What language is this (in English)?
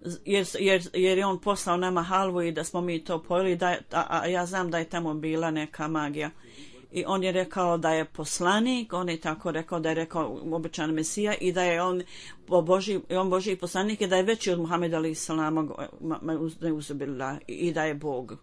Bosnian